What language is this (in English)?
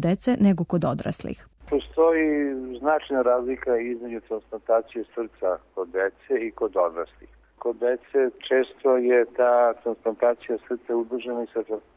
Serbian